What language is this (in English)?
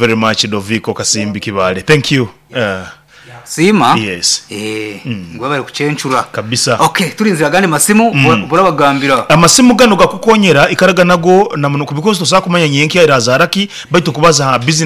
Nyoro